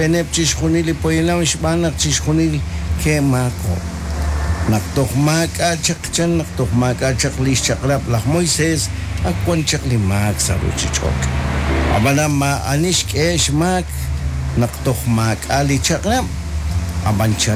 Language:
Kekchí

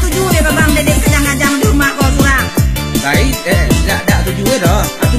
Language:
Minangkabau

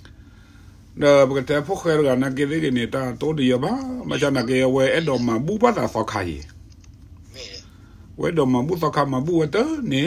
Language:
S'gaw Karen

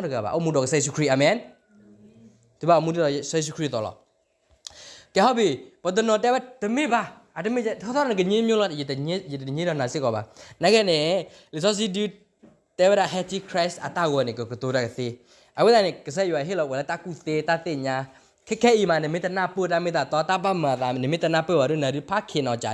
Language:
S'gaw Karen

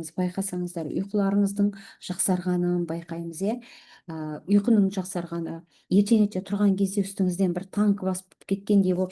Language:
Kazakh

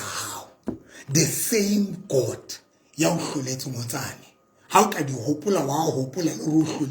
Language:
Southern Sotho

